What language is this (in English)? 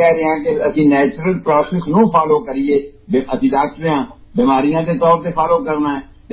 Punjabi